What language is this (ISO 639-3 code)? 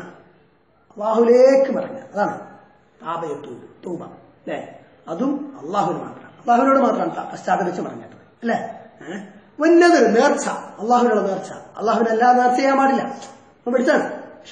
mal